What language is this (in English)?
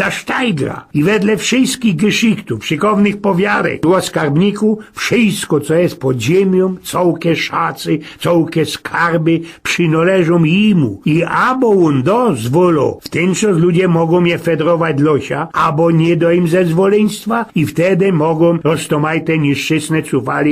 Silesian